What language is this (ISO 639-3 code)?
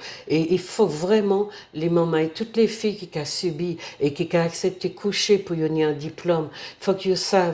gcf